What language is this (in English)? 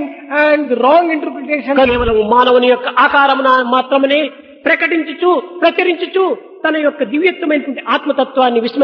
Telugu